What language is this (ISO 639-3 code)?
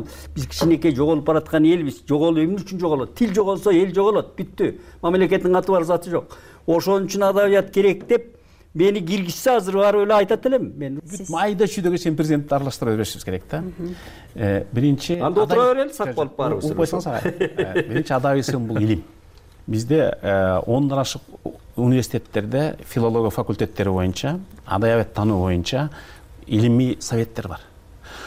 kir